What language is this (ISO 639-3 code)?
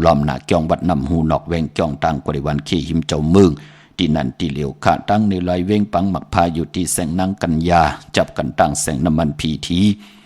shn